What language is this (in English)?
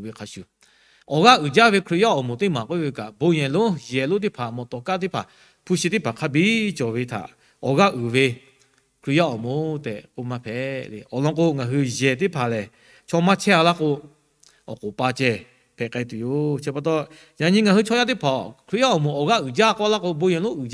Lahu